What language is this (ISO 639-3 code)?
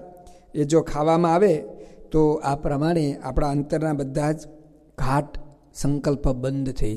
guj